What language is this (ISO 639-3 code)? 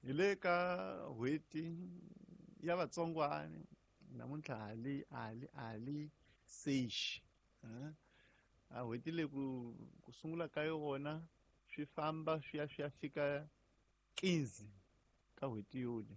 tso